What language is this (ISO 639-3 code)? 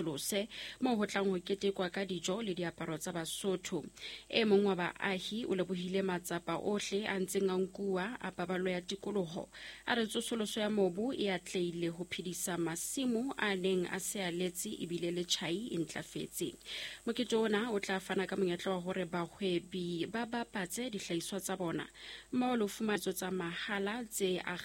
sot